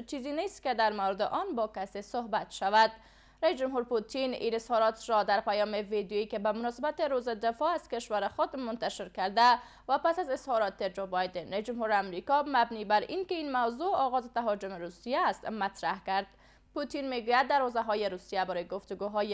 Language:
Persian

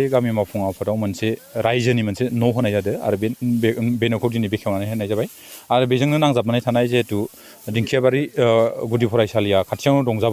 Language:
Bodo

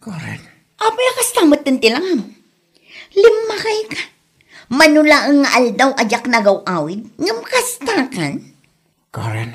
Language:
Iloko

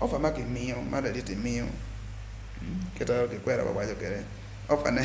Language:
Acoli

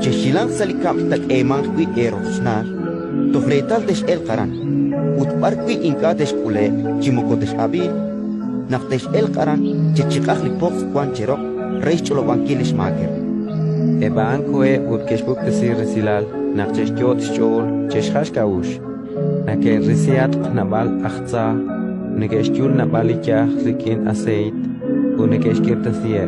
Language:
Kekchí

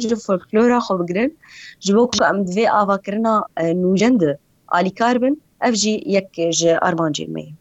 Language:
Kurdish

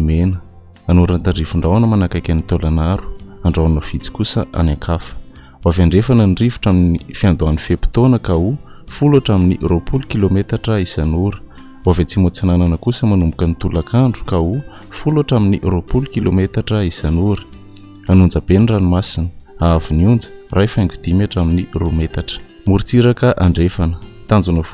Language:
Malagasy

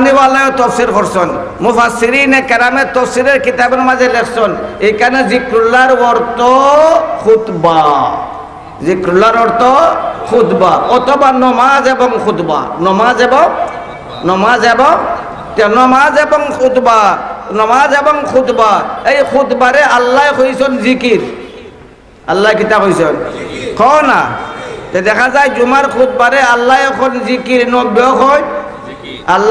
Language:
Sylheti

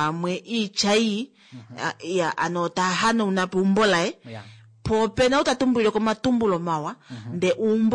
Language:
Kuanyama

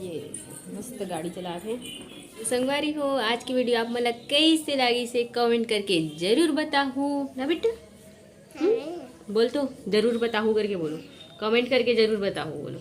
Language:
Chhattisgarhi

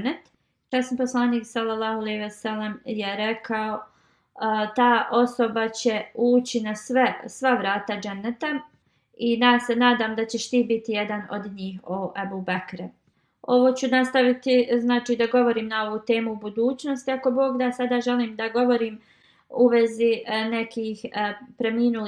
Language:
Bosnian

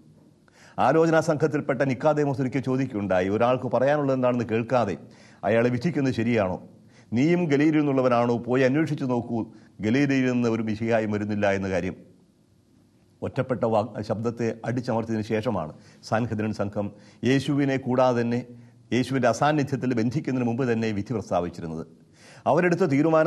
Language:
Malayalam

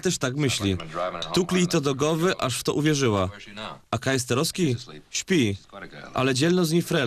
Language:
Silesian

